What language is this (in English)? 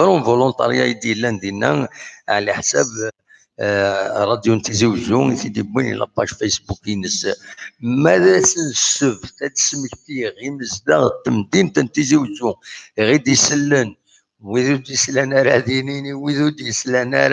Kabyle